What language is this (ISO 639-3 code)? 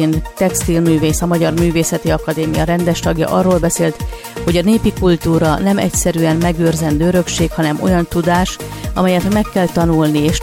hun